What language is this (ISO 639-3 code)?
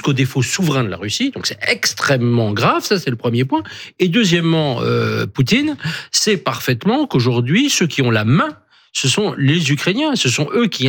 fra